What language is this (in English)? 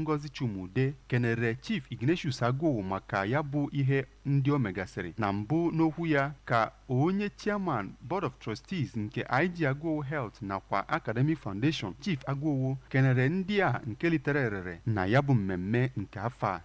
Igbo